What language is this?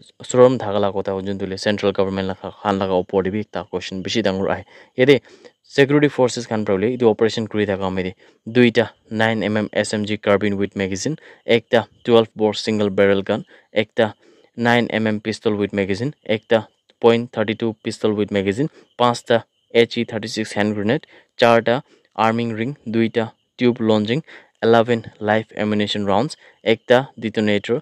Naga Pidgin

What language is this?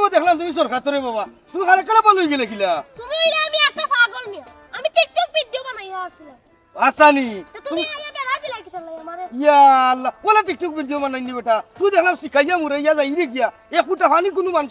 Sylheti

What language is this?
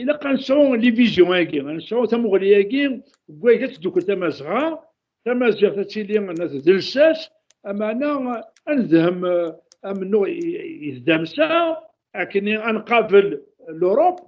Kabyle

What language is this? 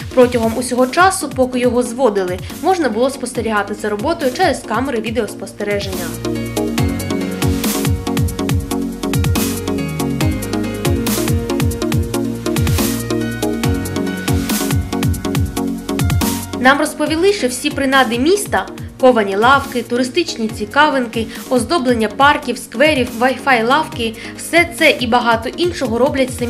Ukrainian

